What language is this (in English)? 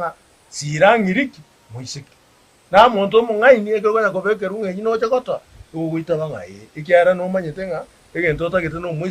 Gusii